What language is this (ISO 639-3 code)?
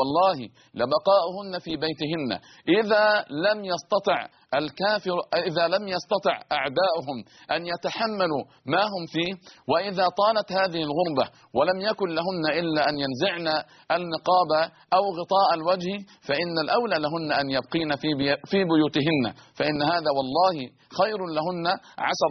ara